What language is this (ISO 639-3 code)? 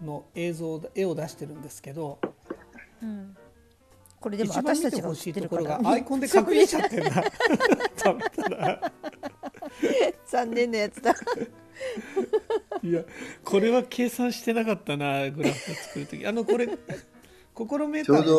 jpn